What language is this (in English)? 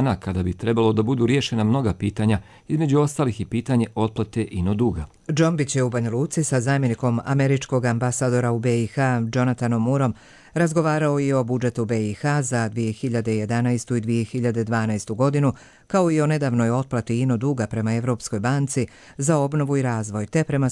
Serbian